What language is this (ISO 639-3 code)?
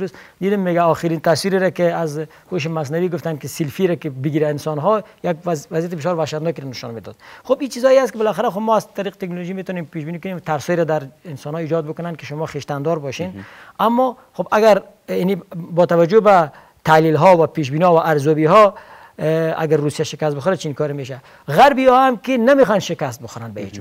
fas